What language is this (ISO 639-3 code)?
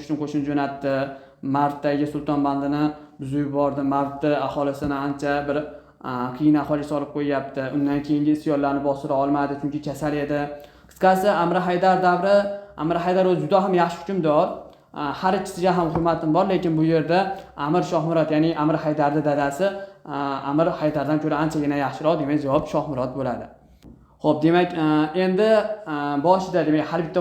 uzb